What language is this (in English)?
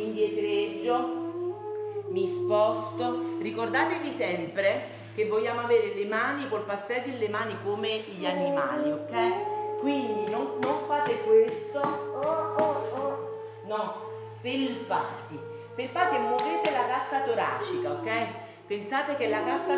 Italian